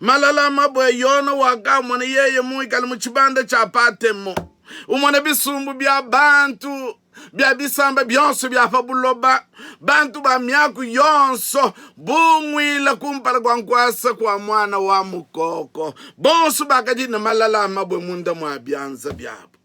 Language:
Luba-Lulua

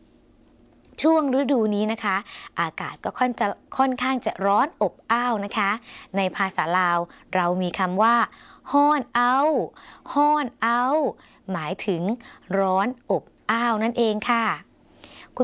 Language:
Thai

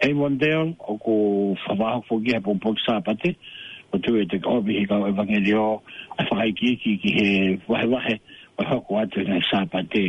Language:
Tongan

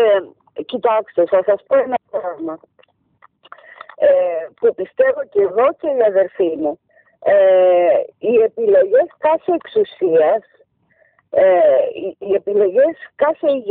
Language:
Greek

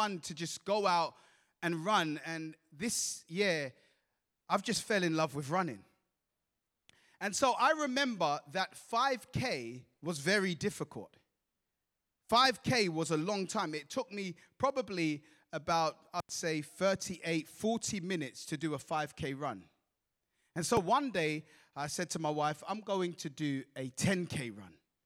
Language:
English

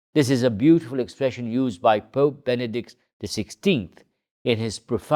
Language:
English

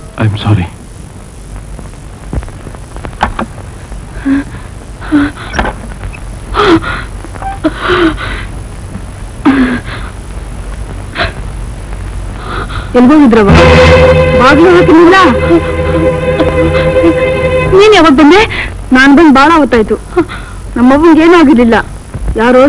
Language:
Kannada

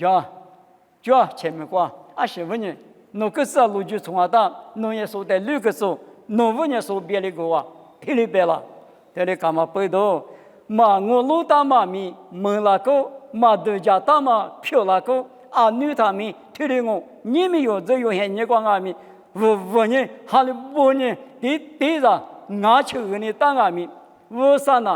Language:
Lisu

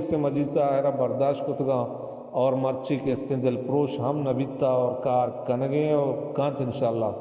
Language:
Baluchi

